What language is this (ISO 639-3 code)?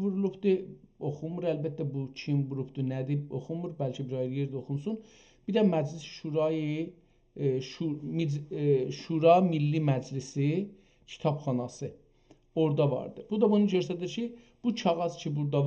azb